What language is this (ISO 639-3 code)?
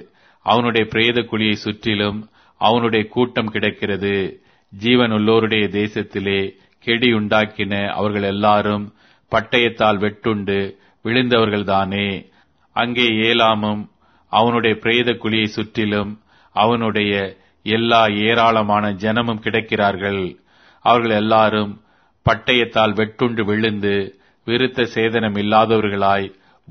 tam